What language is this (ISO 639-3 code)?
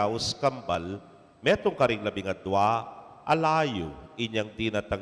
pam